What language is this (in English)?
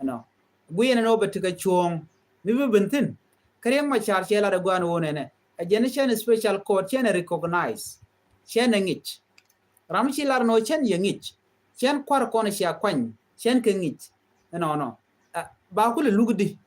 Nuer